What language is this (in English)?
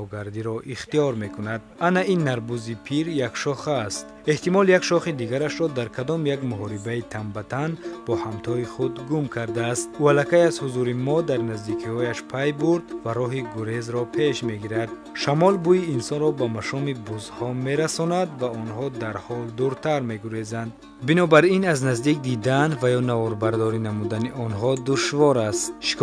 Tajik